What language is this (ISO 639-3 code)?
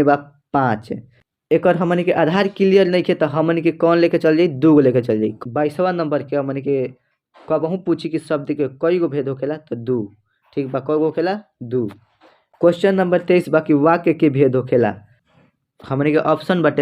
bho